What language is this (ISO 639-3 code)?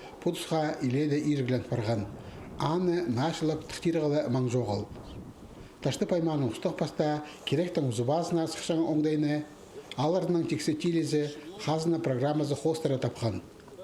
kjh